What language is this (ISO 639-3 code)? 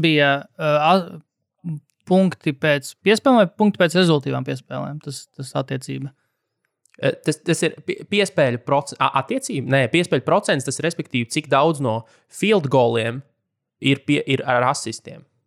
lav